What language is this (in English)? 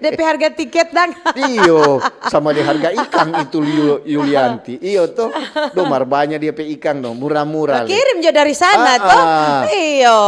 Manado Malay